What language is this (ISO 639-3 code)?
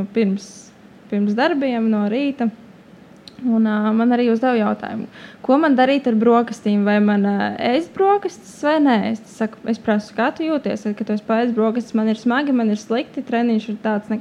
lav